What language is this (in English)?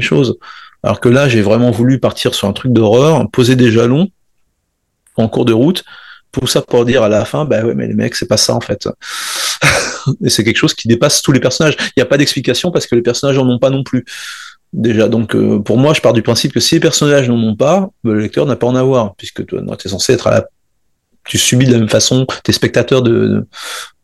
French